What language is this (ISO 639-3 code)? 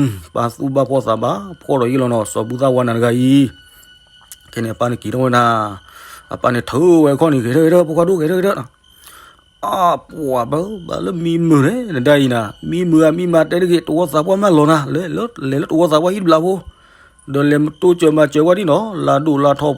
ksw